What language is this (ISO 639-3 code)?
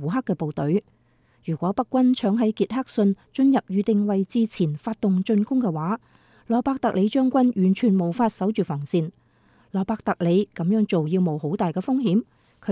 yue